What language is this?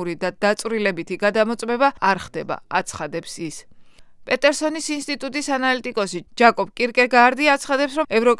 Georgian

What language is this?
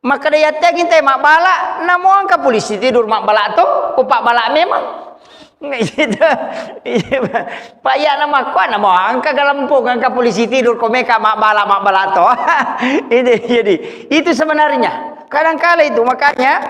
Buginese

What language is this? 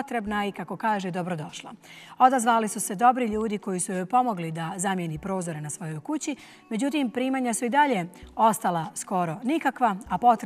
Bosnian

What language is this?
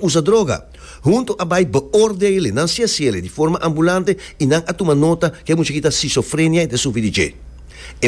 Papiamento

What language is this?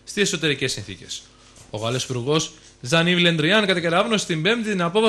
Greek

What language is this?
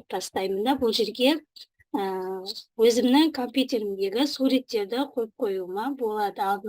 Kazakh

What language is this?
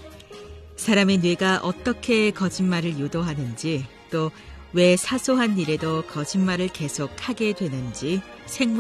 Korean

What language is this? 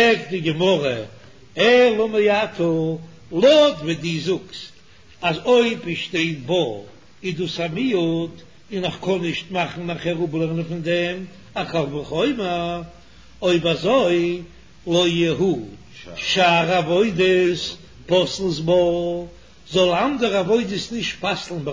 Yiddish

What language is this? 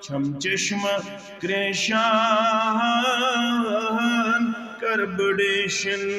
Kashmiri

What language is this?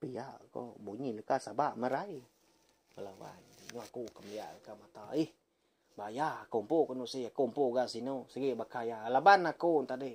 Iban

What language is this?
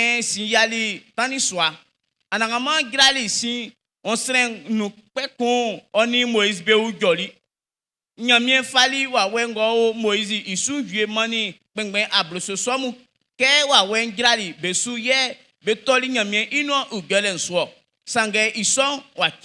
Baoulé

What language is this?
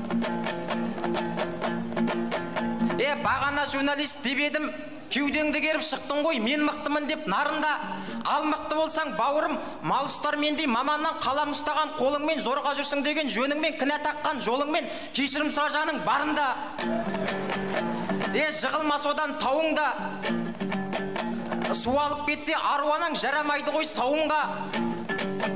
Kazakh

